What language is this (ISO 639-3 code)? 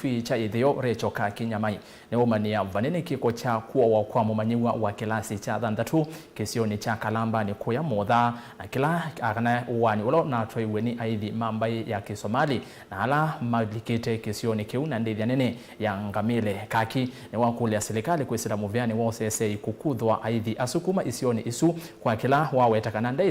kam